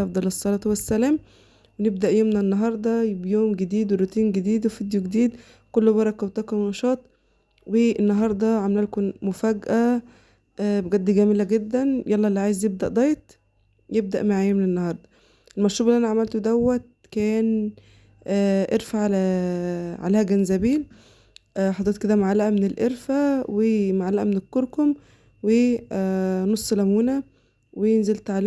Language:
Egyptian Arabic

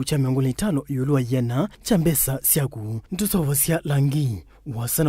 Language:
Kamba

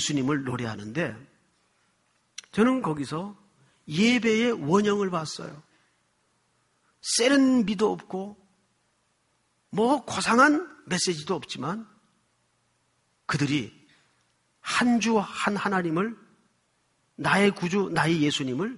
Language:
Korean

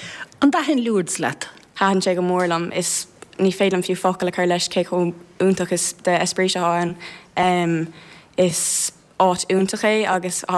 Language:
Irish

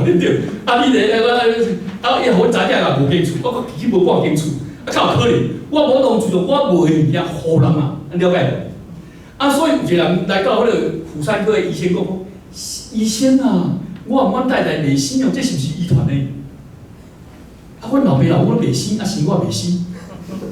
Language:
Min Nan Chinese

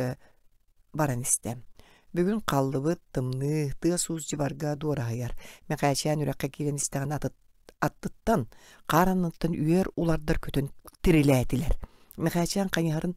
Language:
Yakut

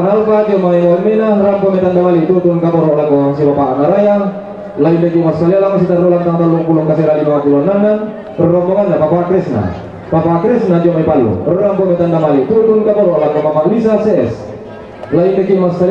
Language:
Toraja-Sa'dan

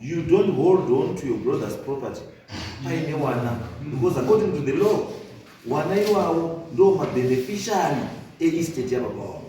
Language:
Shona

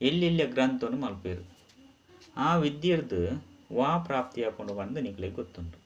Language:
Tulu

